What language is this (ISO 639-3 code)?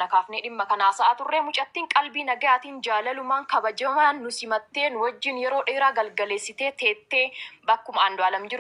orm